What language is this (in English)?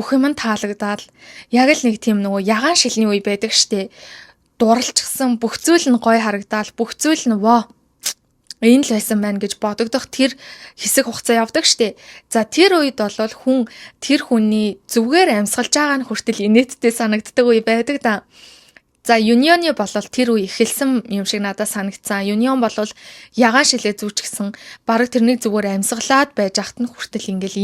Mongolian